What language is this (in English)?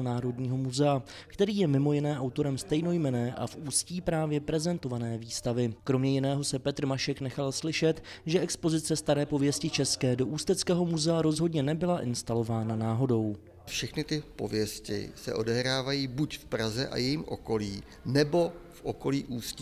Czech